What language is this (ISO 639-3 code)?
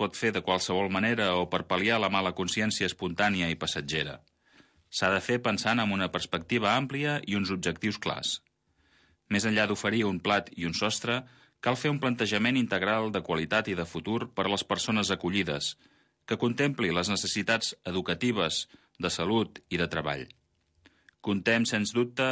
cat